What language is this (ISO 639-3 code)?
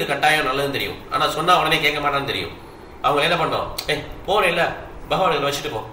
tam